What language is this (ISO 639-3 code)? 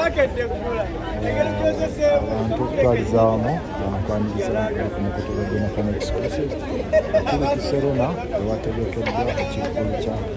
lug